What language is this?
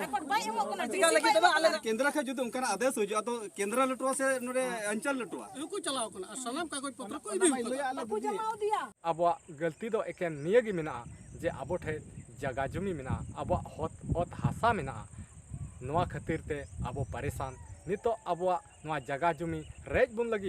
Santali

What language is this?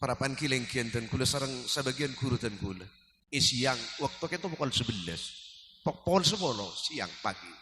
Madurese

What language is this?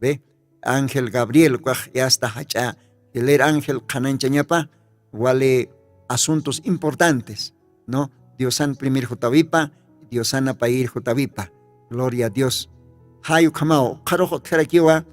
Aymara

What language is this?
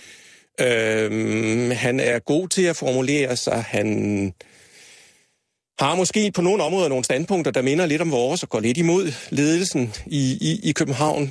Danish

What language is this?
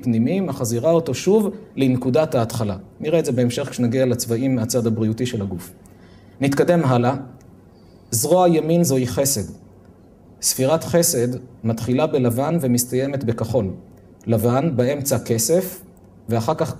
Hebrew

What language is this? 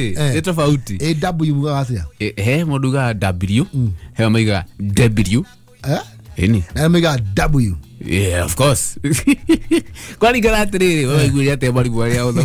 Kikuyu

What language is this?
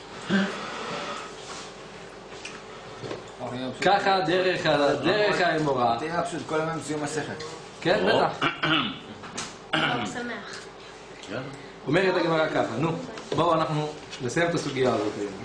Hebrew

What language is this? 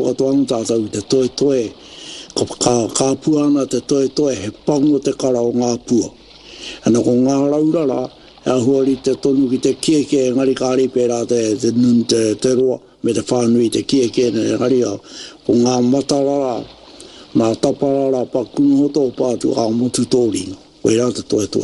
Māori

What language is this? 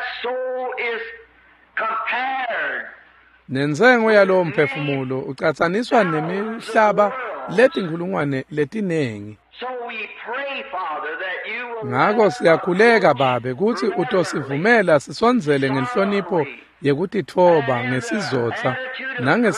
Swati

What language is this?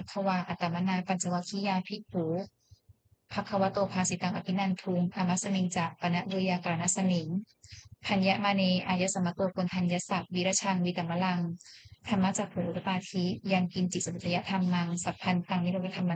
Pali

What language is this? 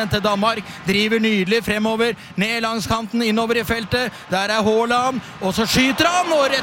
Norwegian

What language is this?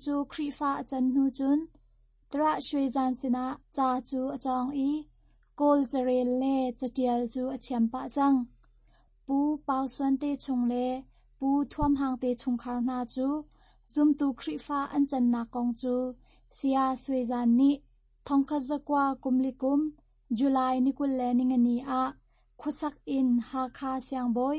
Hakha Chin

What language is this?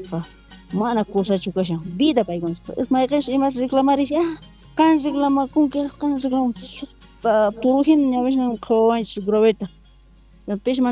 South Bolivian Quechua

